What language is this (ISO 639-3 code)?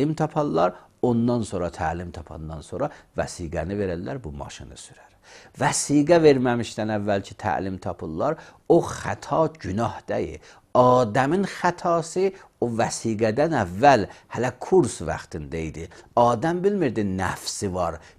aze